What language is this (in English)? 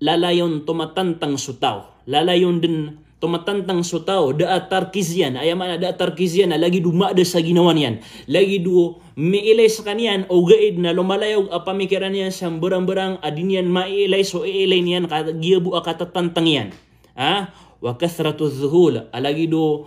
Maranao